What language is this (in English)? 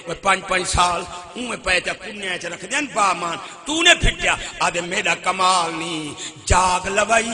Saraiki